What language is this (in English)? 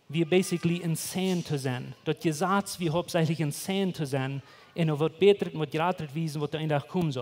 Plautdietsch